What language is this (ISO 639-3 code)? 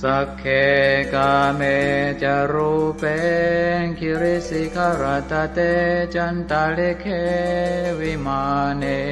pli